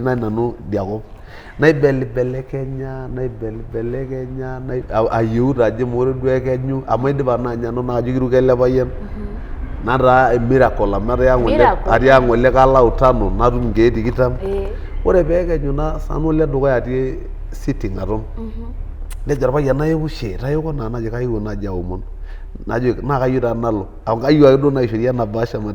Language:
Masai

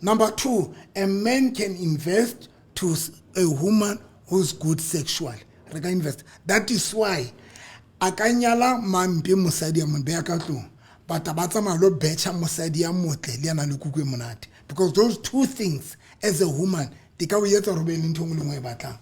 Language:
Southern Sotho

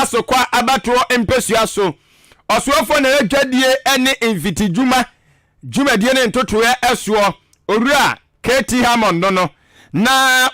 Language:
Akan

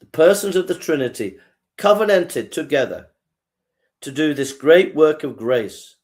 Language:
English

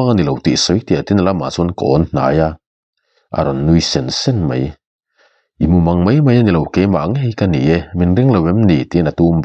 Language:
Mizo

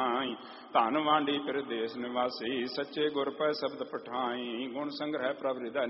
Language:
Punjabi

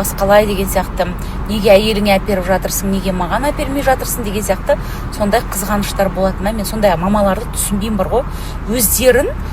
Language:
Kazakh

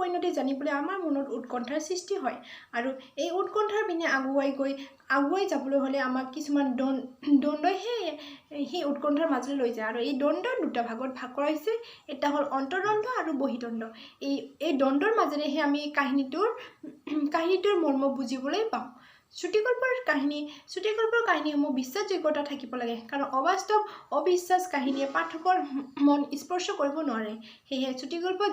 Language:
Assamese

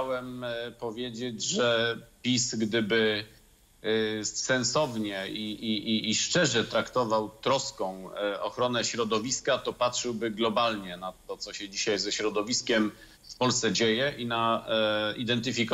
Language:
Polish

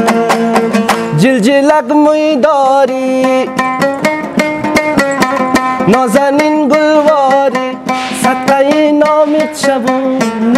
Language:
Persian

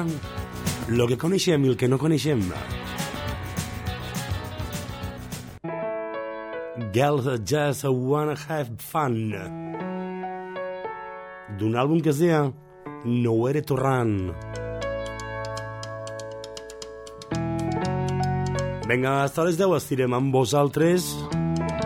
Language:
Catalan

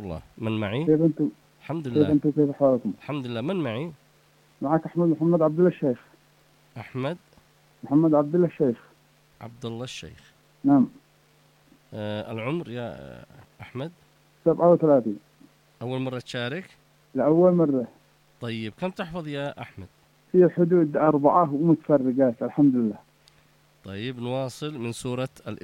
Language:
Arabic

